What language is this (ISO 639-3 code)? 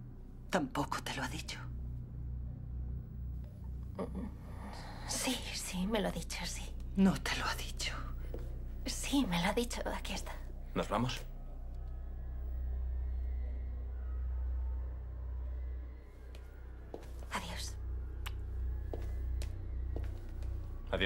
spa